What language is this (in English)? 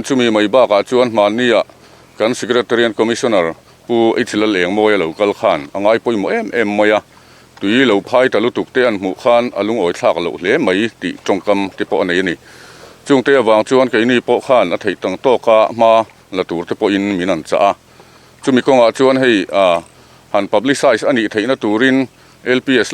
Mizo